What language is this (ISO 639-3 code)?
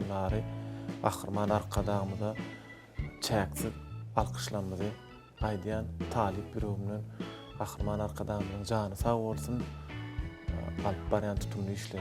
tuk